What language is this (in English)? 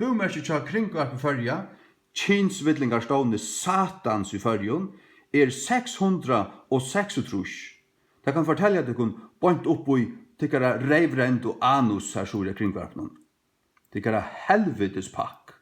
Faroese